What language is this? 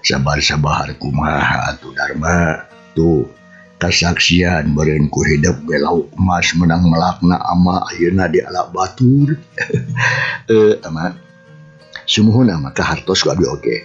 Sundanese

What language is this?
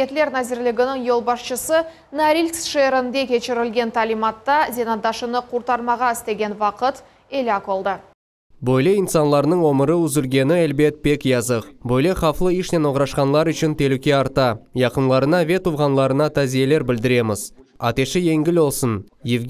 Crimean Tatar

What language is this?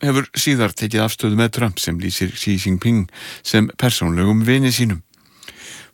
Icelandic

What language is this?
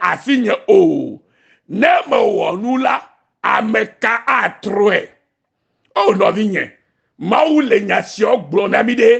Ewe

